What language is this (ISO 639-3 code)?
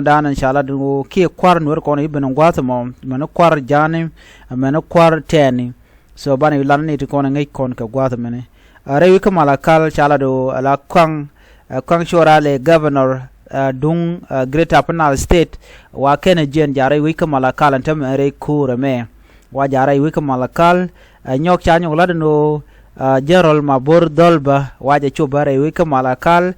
nus